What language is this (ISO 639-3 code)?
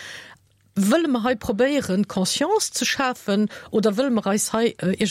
ltz